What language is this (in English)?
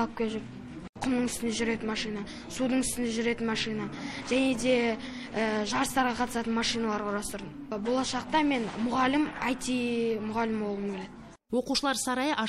Kazakh